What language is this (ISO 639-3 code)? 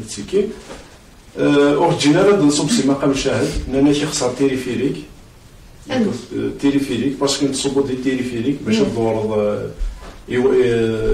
kab